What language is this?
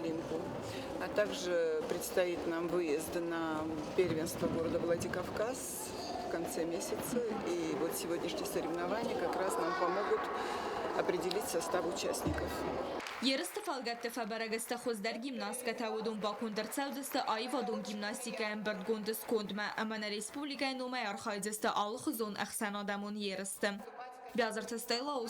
Ossetic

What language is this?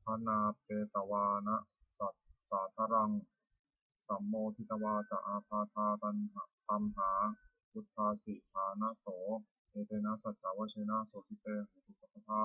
Pali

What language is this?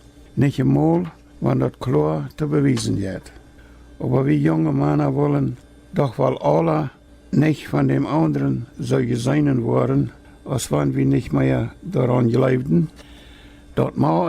Plautdietsch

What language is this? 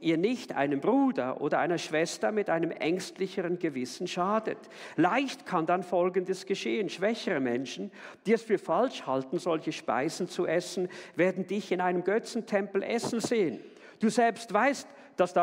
Swiss German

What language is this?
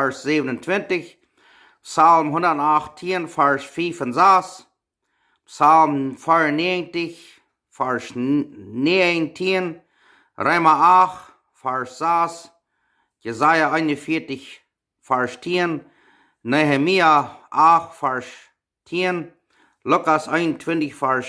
Plautdietsch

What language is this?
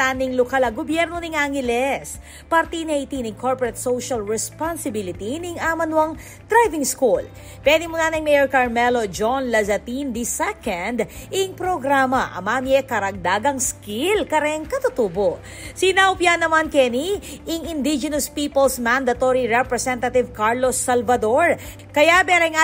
Pampanga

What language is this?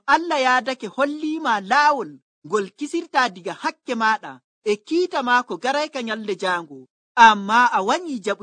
Nigerian Fulfulde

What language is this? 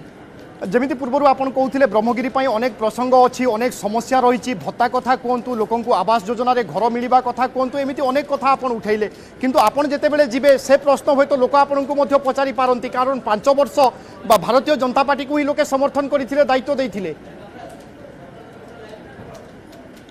Odia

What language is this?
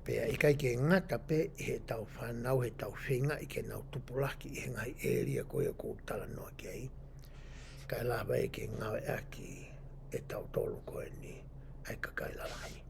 Tongan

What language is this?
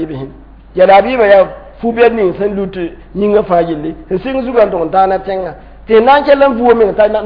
Mossi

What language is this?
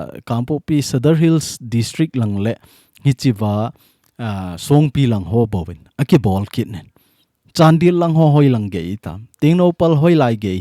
Thado Chin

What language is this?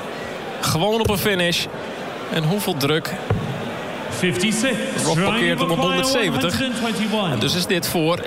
Dutch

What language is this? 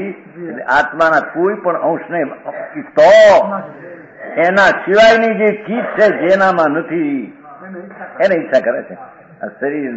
Gujarati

